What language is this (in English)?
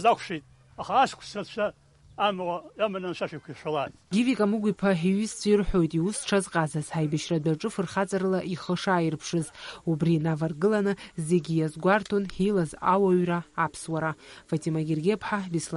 Abkhazian